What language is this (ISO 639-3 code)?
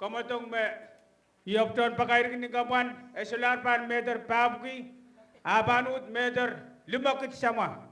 pon